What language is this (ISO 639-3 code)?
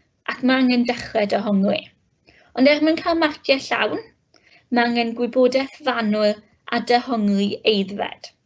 cym